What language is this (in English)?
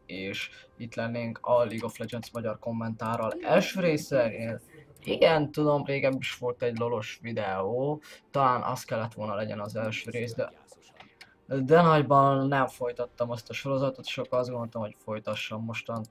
Hungarian